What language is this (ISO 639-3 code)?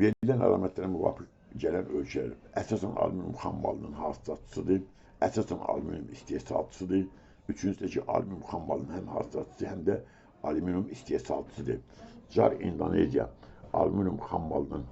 aze